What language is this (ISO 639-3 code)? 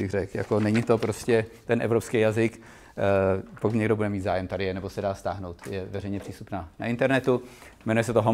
ces